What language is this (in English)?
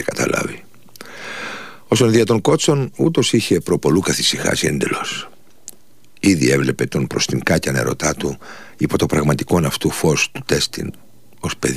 Greek